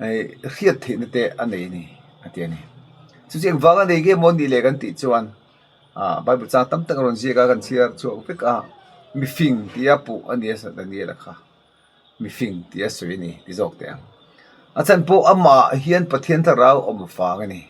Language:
Mizo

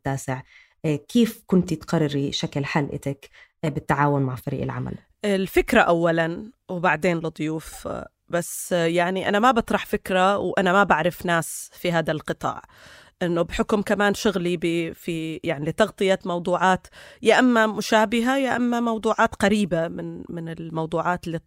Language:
North Levantine Arabic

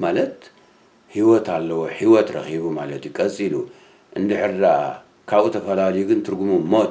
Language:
Tigrinya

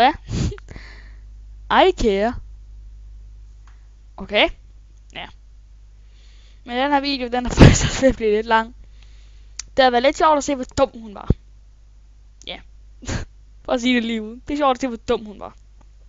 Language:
Danish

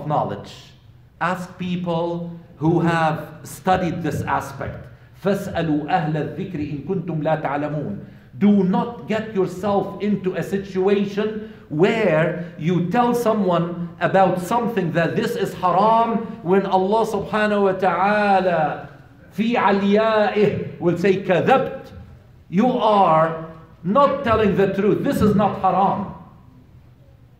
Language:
English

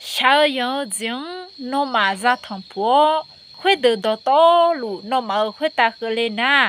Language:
Akha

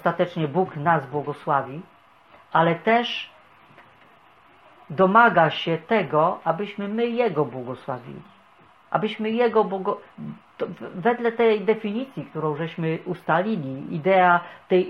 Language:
Polish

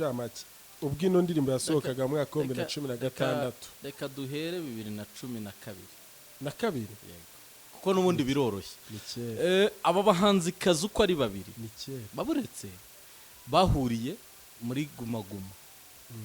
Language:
Kinyarwanda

